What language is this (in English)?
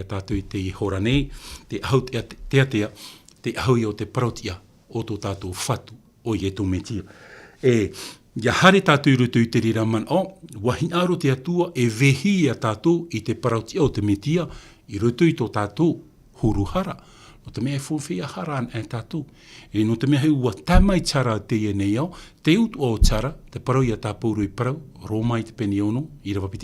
Tahitian